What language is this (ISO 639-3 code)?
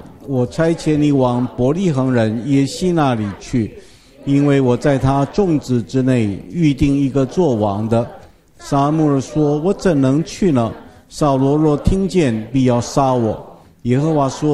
zho